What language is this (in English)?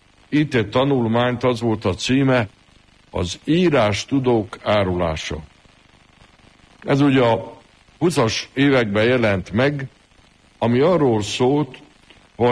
Hungarian